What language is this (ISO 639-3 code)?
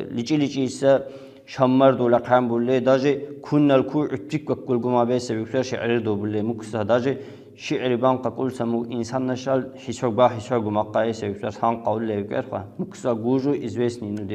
lbe